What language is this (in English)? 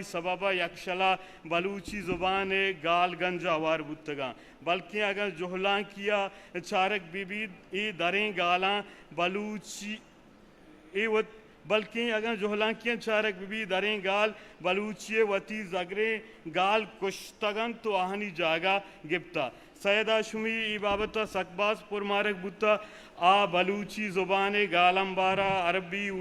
Eastern Balochi